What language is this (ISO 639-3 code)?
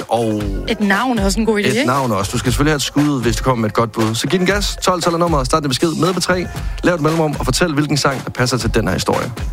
dan